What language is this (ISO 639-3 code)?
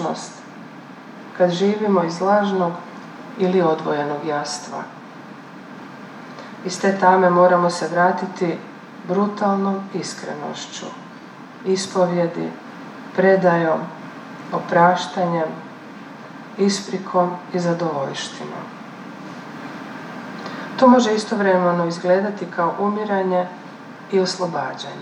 hrv